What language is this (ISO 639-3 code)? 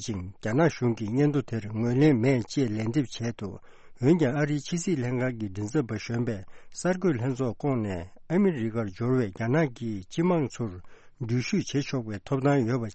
bod